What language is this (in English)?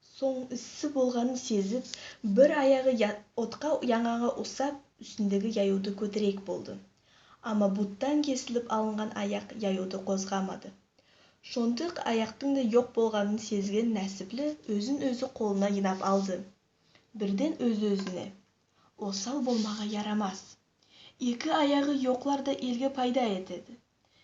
Nogai